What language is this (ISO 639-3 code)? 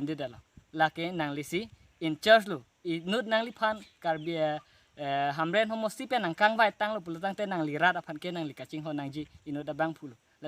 mjw